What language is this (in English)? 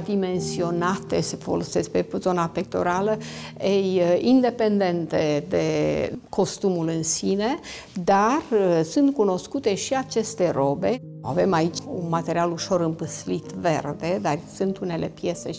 Romanian